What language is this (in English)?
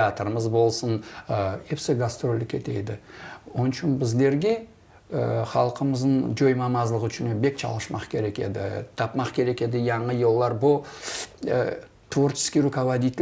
Crimean Tatar